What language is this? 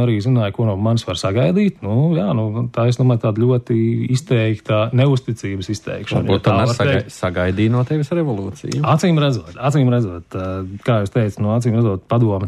Latvian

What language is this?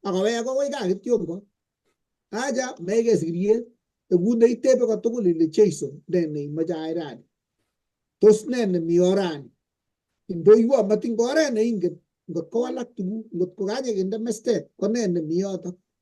Kalenjin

